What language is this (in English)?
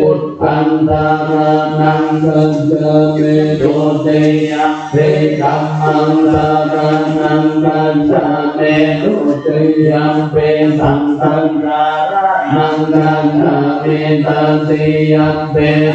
Pali